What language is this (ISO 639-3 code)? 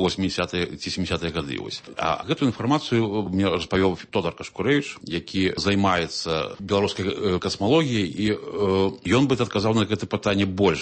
bel